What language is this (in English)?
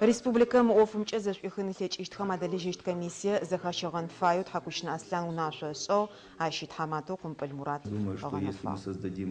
Adyghe